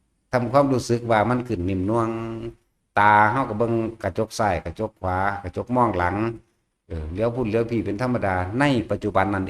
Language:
Northeastern Thai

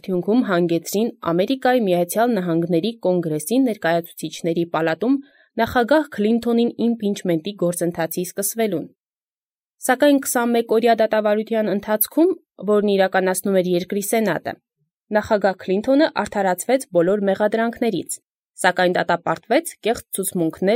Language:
Armenian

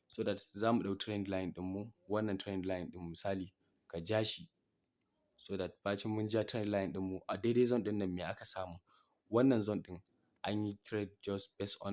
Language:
Hausa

